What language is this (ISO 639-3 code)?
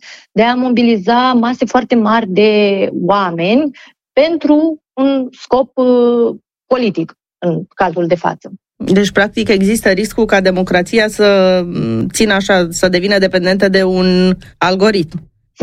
ron